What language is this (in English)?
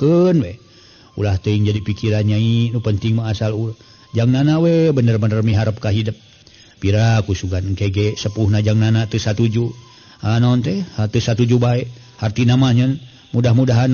Sundanese